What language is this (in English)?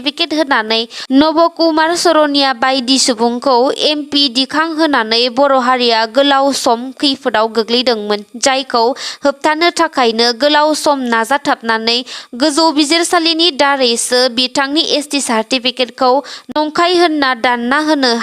Bodo